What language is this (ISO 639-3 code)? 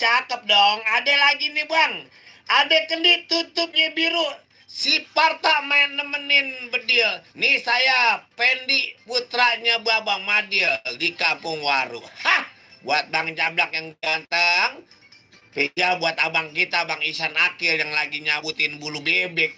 bew